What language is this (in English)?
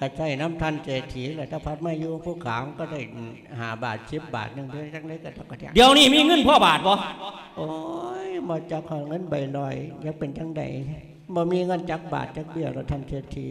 Lao